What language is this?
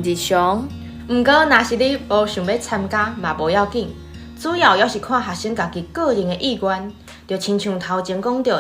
Min Nan Chinese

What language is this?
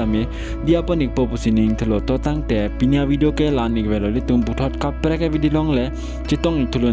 Karbi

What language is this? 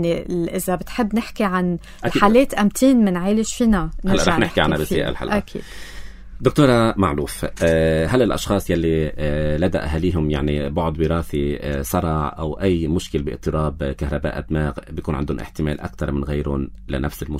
North Levantine Arabic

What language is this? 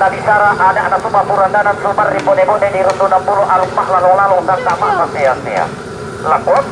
Toraja-Sa'dan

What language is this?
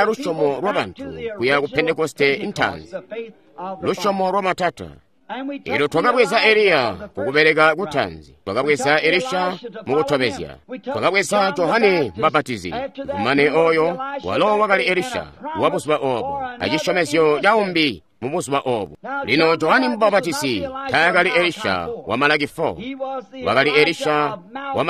Tonga (Zambia)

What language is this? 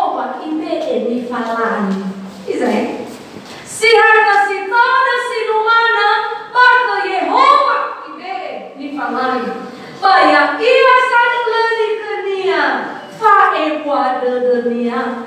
Nias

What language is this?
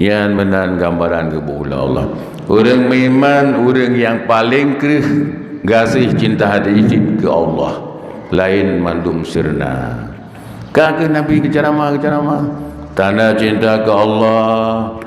Achinese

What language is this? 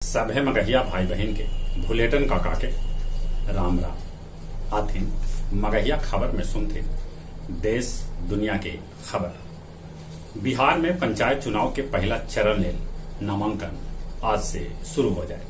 Magahi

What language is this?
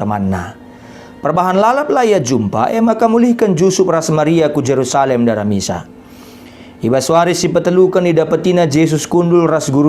Batak Karo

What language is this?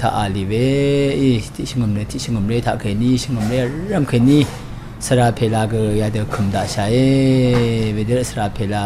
Rawang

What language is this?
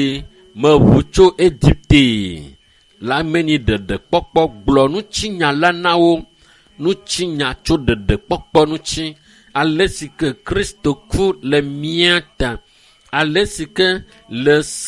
Ewe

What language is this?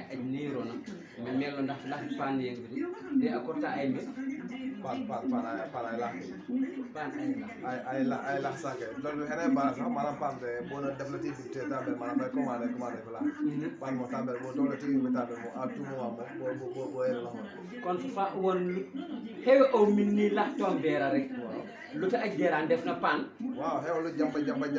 Wolof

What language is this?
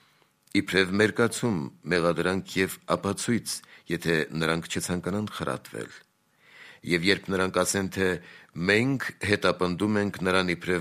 Armenian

